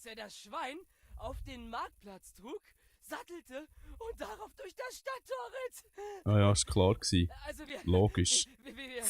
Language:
Swiss German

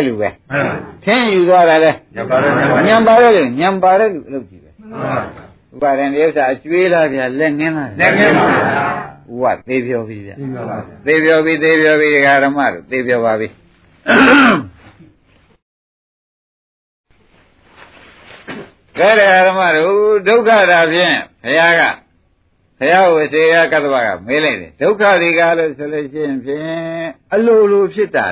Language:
Burmese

